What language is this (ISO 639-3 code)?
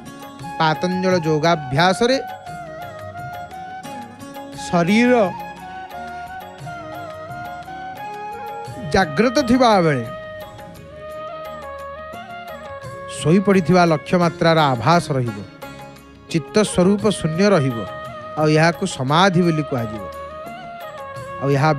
ori